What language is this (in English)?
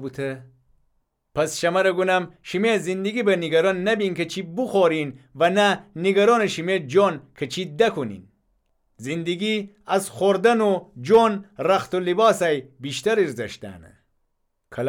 Gilaki